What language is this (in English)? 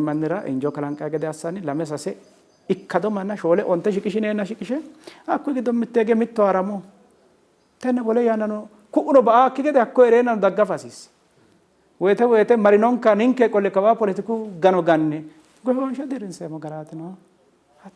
Sidamo